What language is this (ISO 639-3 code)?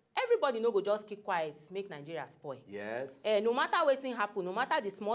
pcm